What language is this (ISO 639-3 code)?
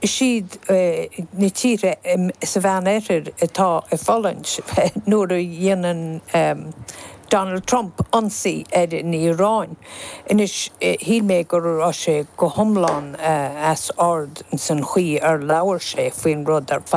gle